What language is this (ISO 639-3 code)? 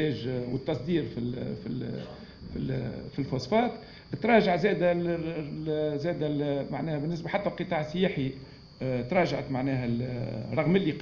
aeb